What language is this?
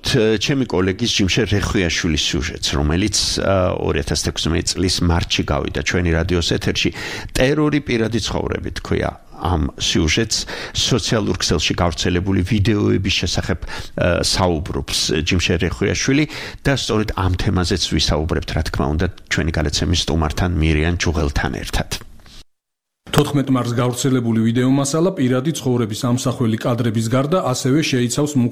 Georgian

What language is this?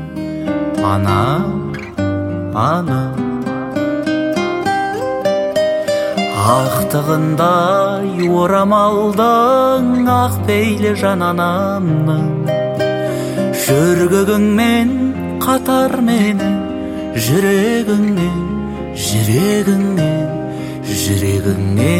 Kazakh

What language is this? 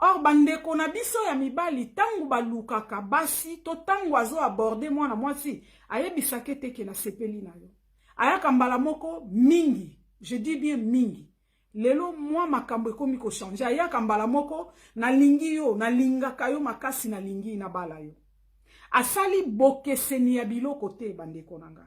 Lingala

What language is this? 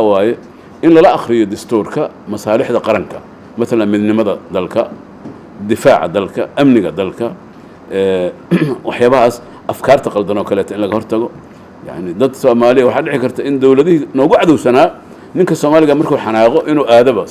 Somali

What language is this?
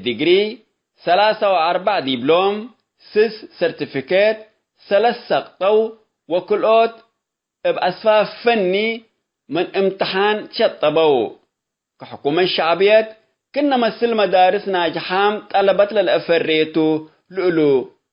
Tigre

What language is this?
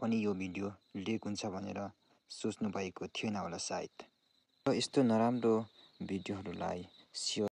Nepali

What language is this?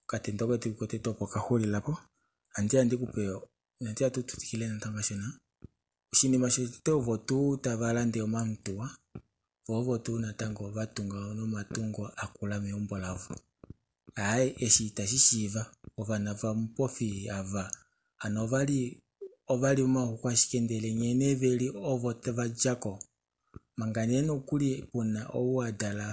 Kuanyama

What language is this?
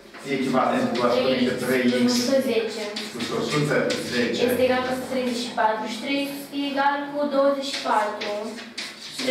Romanian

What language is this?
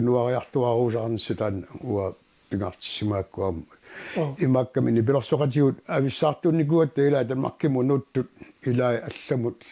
Kalaallisut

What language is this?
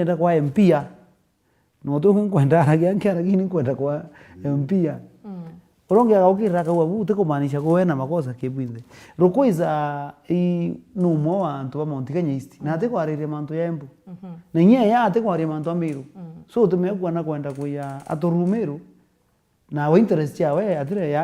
Meru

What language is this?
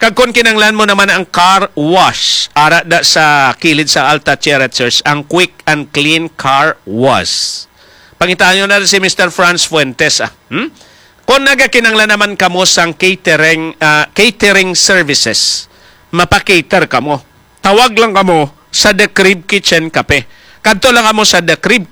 Hiligaynon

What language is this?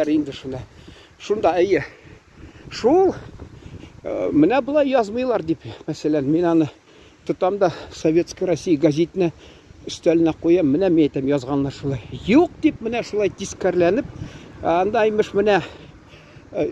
Tatar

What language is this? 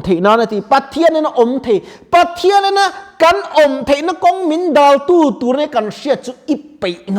Mizo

